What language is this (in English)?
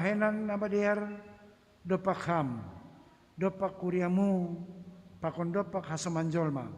Batak Simalungun